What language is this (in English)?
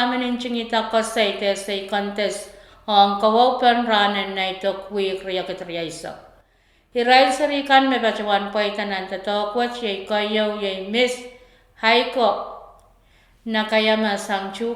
Pohnpeian